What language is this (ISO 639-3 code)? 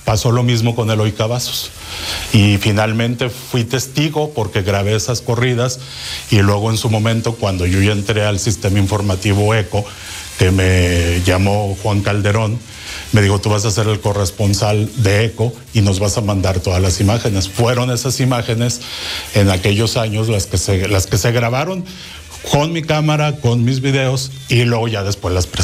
spa